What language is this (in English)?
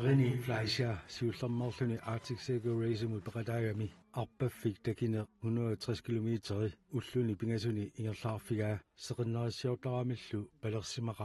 Kalaallisut